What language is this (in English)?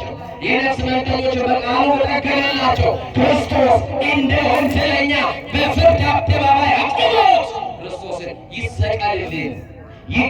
Amharic